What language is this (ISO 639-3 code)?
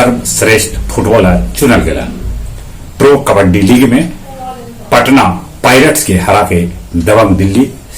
mag